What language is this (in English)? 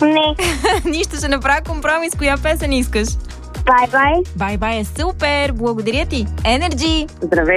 Bulgarian